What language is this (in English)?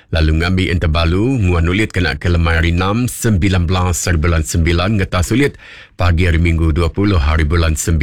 Iban